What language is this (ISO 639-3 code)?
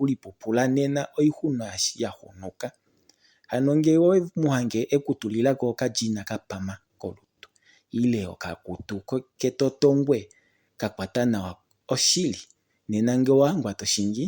kua